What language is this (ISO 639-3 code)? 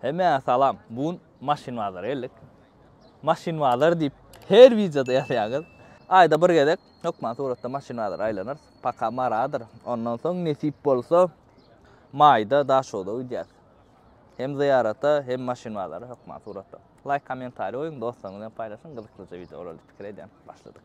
tuk